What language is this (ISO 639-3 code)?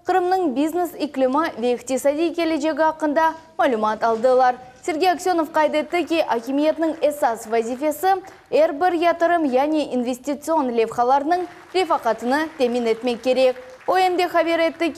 crh